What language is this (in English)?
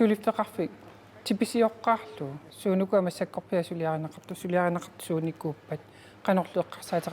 Kalaallisut